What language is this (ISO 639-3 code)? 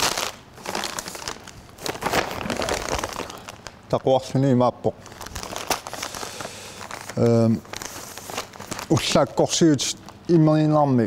kal